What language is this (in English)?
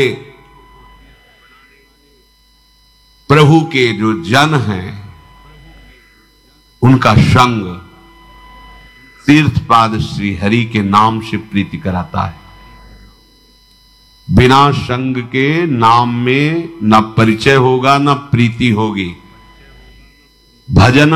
Hindi